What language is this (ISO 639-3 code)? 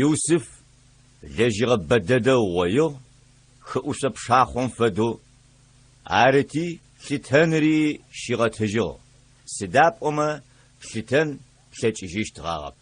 ady